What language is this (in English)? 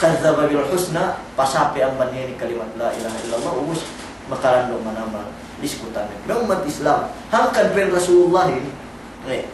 Yakan